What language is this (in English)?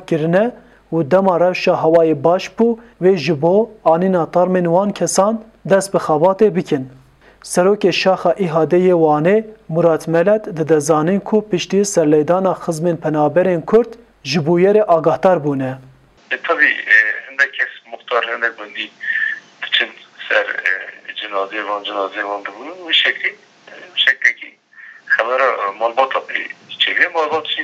Kurdish